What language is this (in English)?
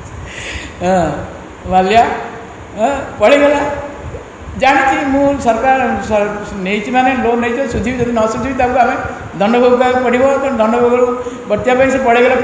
Odia